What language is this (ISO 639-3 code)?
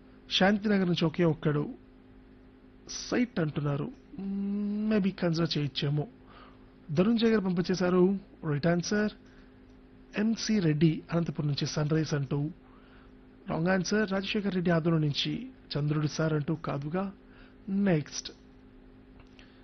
tel